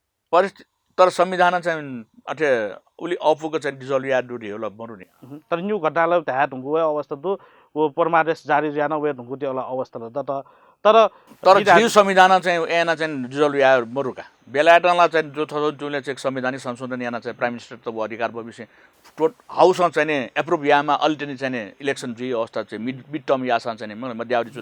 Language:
Newari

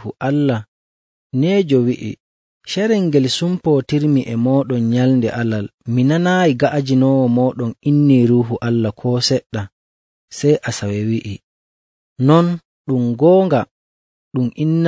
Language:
Nigerian Fulfulde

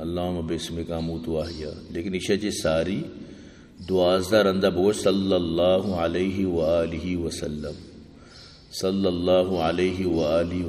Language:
Eastern Balochi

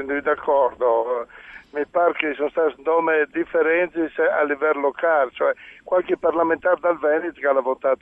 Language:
Friulian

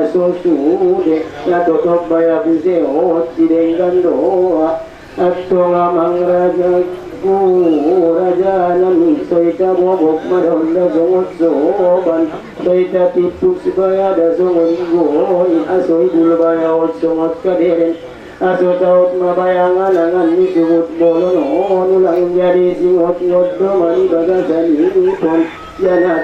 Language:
Batak Angkola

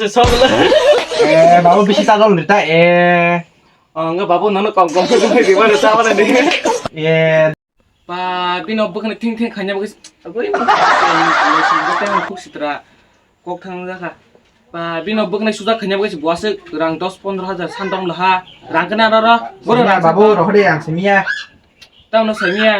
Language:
Kok Borok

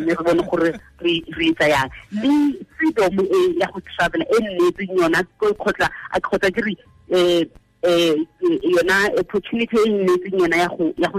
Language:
Tswana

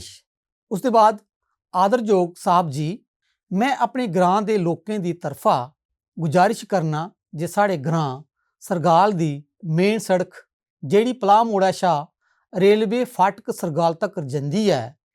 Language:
Dogri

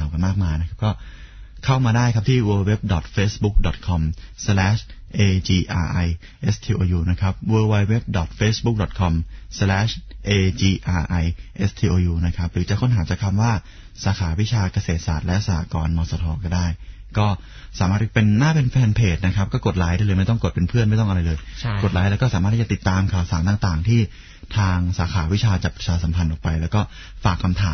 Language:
Thai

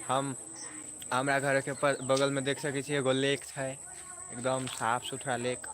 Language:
Maithili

